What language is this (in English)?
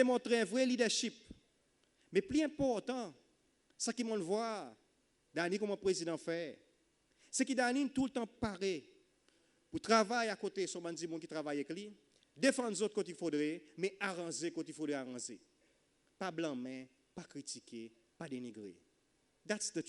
Seselwa Creole French